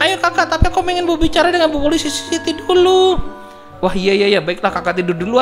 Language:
Indonesian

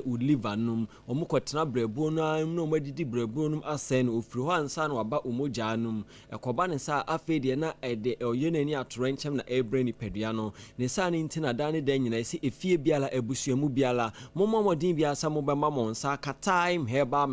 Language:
Akan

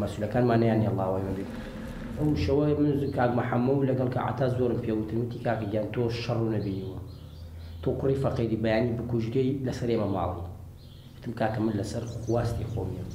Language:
Central Kurdish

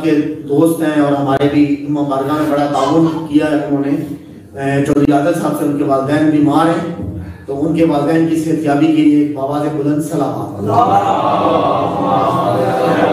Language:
Urdu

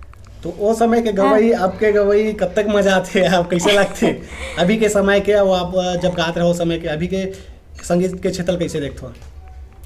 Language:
Chhattisgarhi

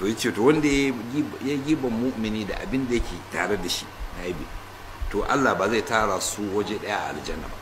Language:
Hausa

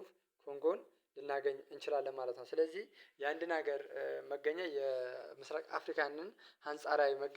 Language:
Amharic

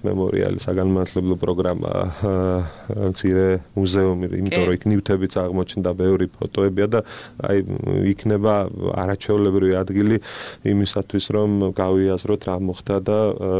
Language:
Georgian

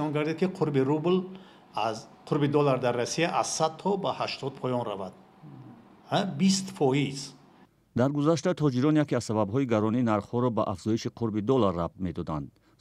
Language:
Tajik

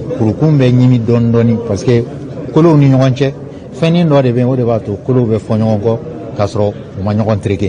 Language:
Bambara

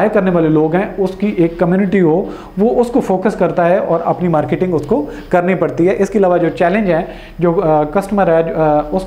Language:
Hindi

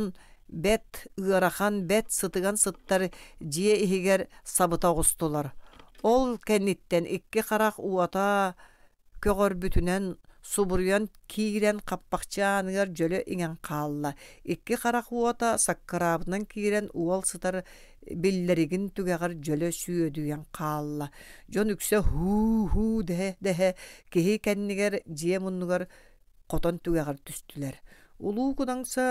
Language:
Yakut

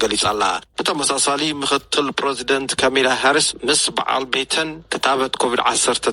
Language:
Tigrinya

